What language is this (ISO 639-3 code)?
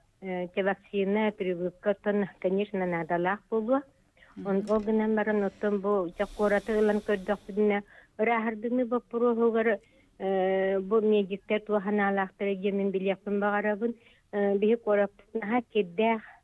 sah